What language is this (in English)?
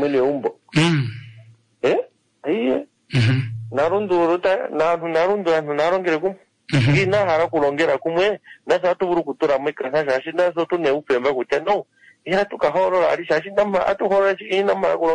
Swahili